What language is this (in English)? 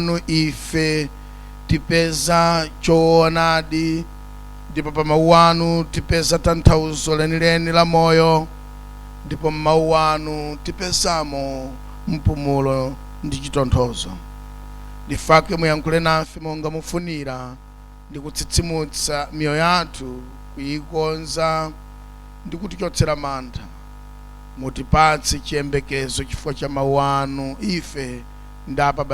Nyanja